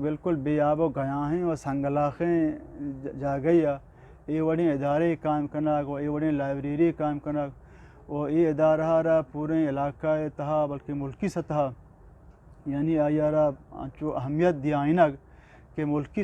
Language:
Eastern Balochi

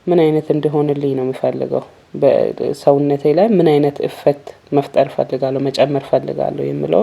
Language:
Amharic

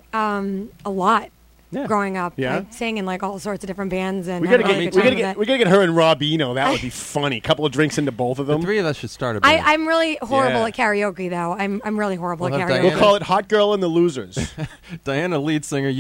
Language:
English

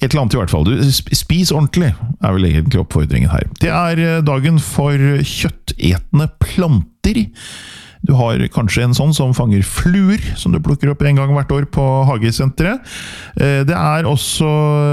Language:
Norwegian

